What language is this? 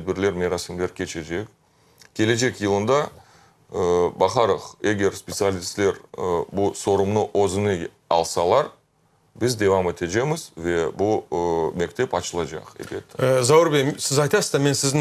Crimean Tatar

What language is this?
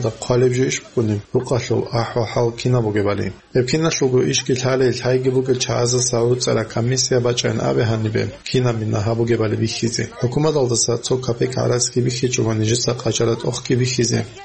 Avaric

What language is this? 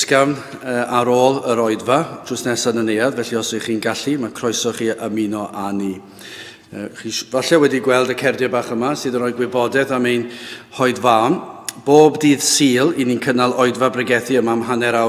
Welsh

